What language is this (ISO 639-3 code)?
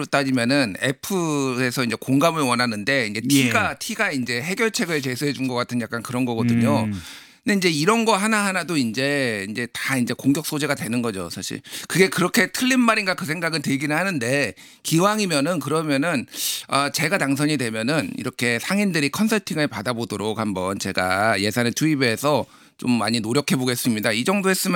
kor